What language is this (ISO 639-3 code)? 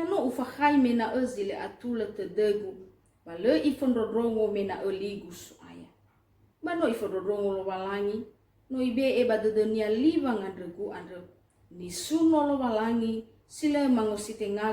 nia